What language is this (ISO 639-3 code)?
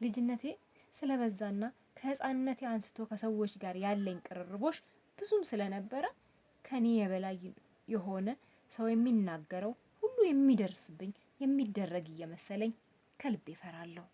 amh